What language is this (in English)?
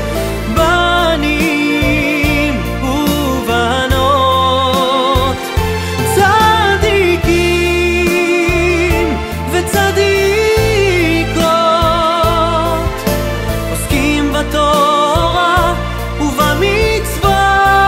Hebrew